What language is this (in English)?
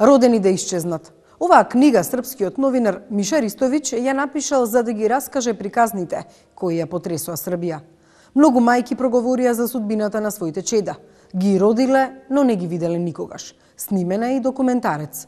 Macedonian